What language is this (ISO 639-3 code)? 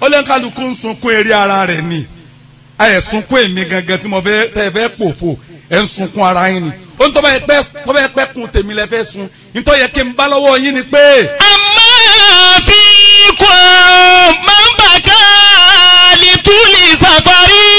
yor